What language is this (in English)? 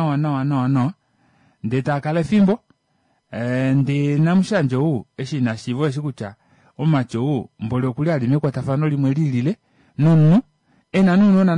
Kuanyama